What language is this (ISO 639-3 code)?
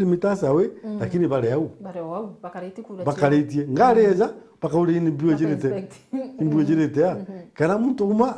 mer